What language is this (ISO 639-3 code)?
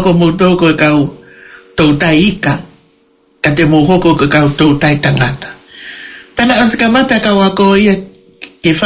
ton